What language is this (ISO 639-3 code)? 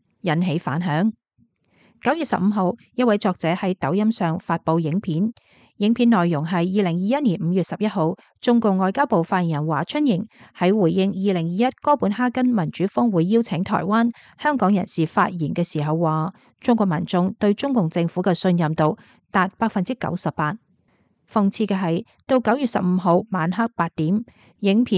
yue